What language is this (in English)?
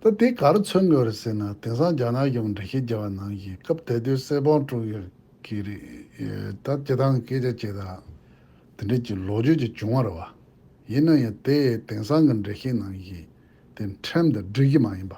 Tibetan